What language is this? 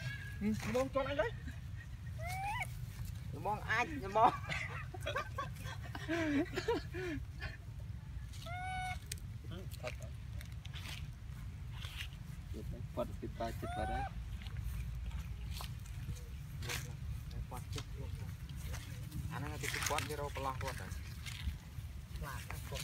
Vietnamese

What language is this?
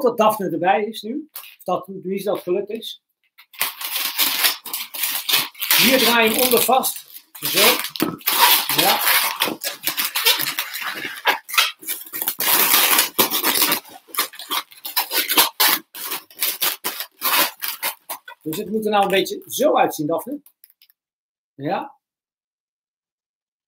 Dutch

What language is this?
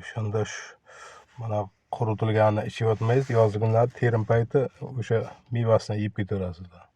Uzbek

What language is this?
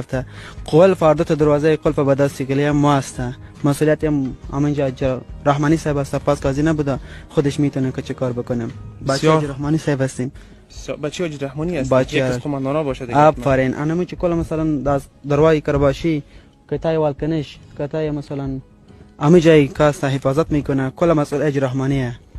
Persian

